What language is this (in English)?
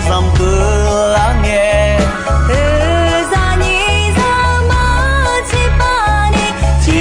Akha